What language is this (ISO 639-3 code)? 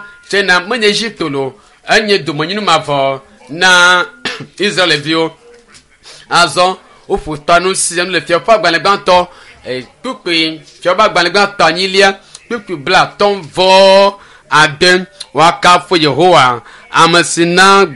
ewe